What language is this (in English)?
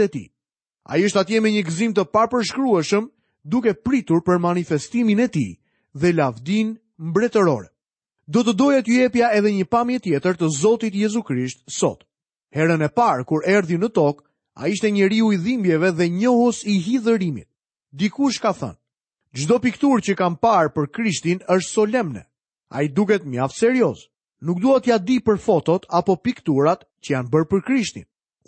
Albanian